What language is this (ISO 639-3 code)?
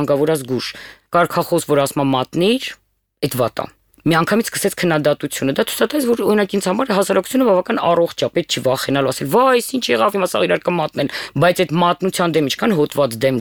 hye